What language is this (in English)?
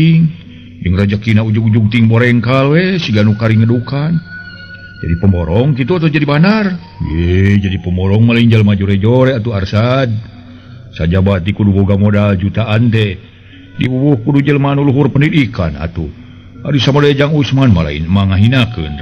Sundanese